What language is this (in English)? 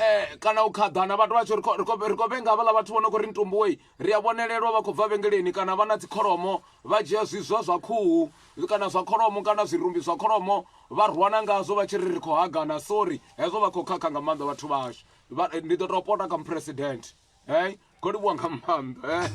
Venda